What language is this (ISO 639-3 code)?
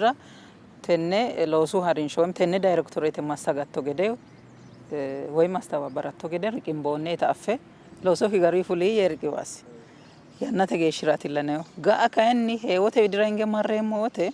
sid